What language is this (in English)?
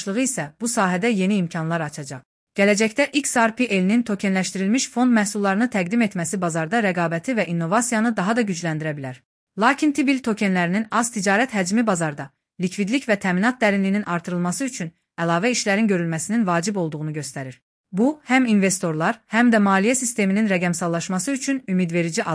Azerbaijani